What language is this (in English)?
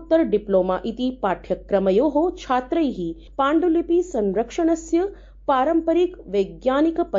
Sanskrit